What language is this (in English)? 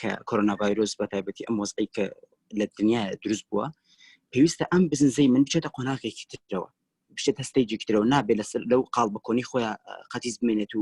Central Kurdish